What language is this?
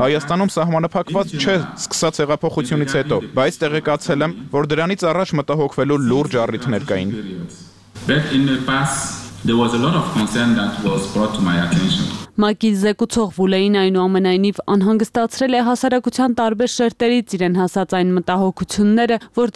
Armenian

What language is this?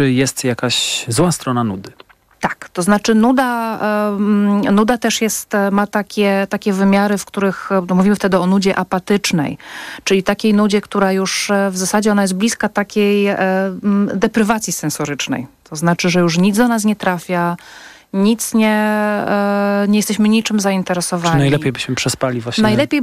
Polish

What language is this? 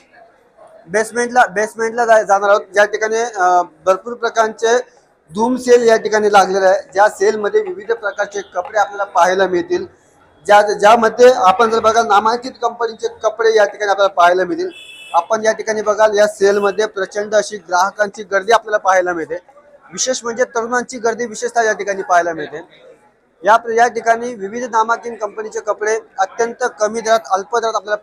Marathi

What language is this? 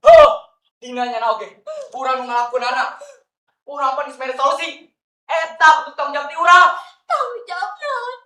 Sundanese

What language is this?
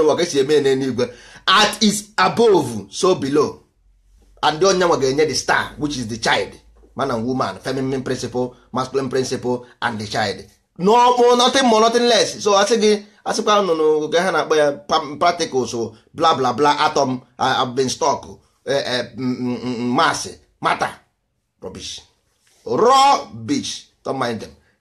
Igbo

